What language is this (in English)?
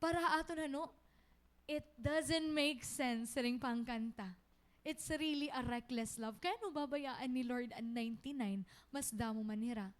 Waray